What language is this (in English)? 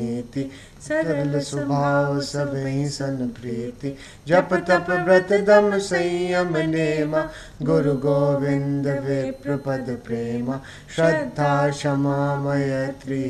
Sanskrit